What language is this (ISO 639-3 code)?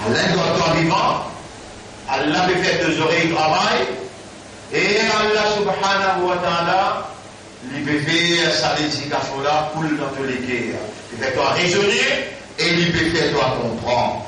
mfe